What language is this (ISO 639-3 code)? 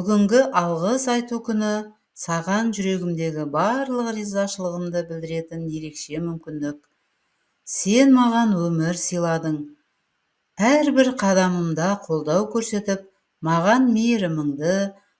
kaz